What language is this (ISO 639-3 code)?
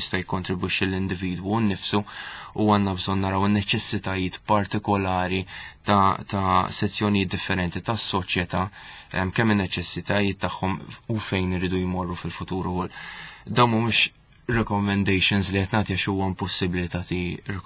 mlt